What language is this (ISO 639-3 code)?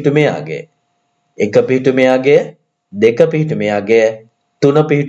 sin